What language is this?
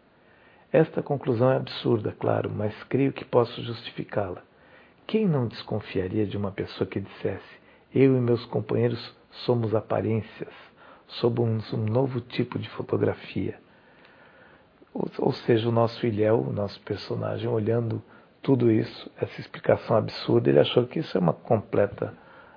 Portuguese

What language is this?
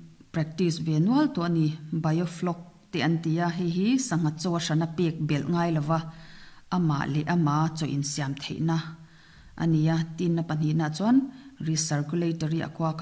Mizo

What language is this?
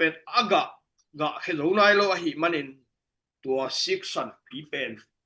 Tedim Chin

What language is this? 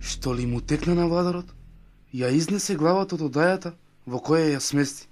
Macedonian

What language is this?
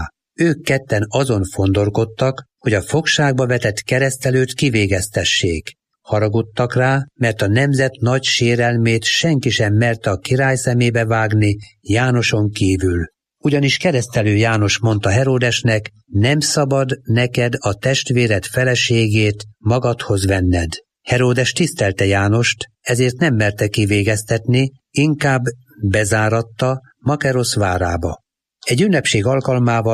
Hungarian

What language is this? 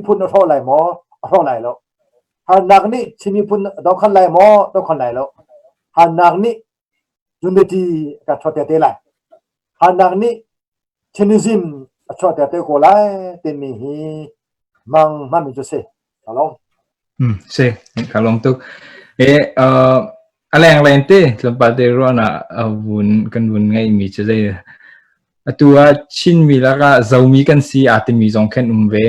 Hakha Chin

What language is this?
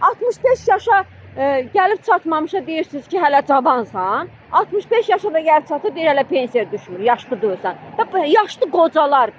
Azerbaijani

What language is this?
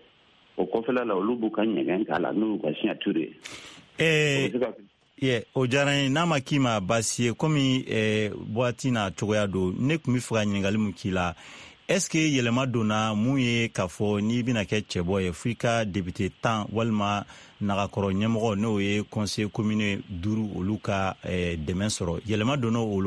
Bambara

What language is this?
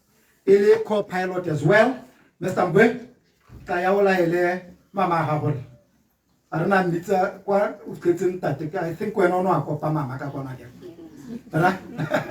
Tswana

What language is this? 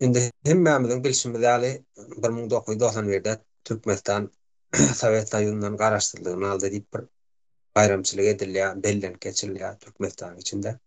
Turkmen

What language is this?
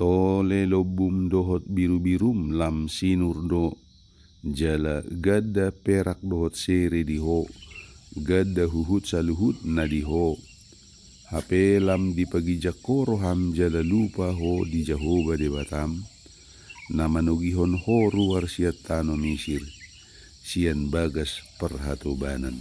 Batak Toba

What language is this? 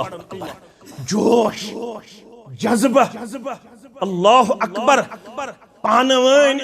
Kashmiri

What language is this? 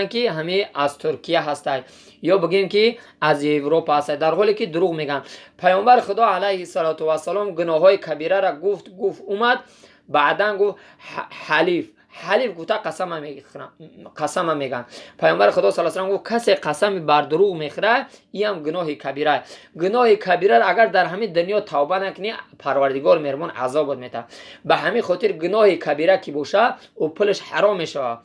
Tajik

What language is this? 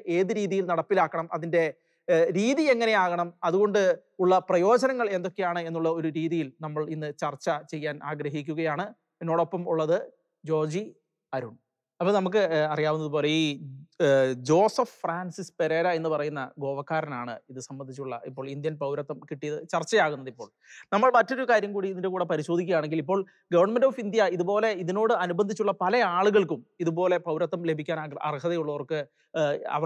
Malayalam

